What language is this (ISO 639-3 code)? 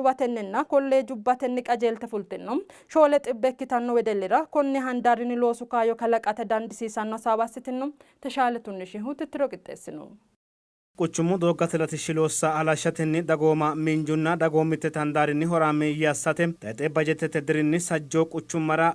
sid